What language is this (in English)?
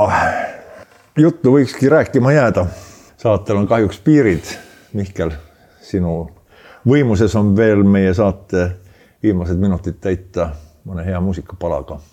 Estonian